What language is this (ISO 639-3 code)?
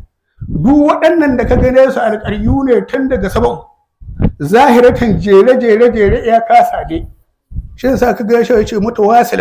hau